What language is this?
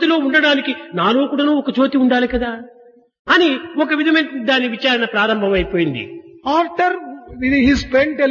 Telugu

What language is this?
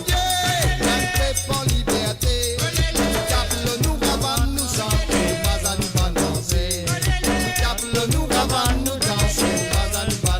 Morisyen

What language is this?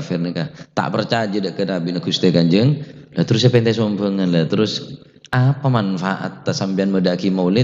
Madurese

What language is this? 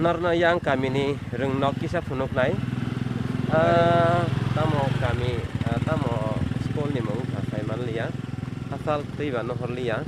Kok Borok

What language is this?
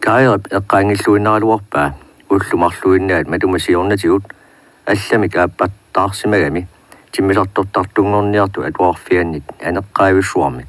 Kalaallisut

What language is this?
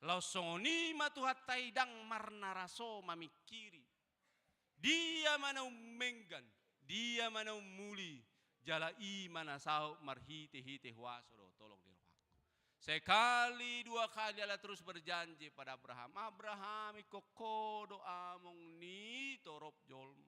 Batak Toba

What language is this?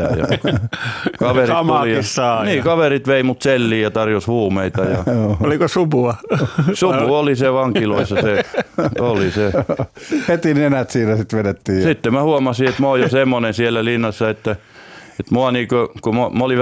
Finnish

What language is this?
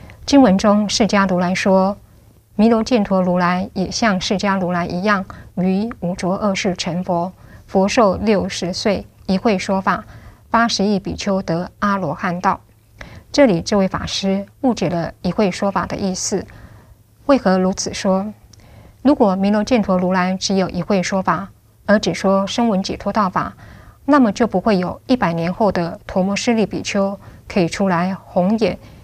Chinese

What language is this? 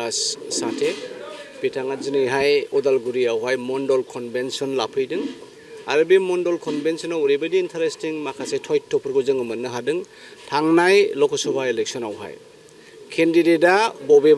Bodo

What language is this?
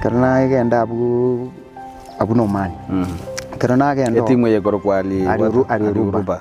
Gusii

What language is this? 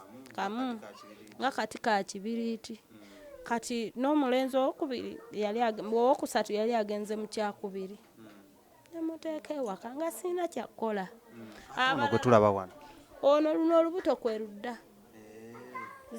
Ganda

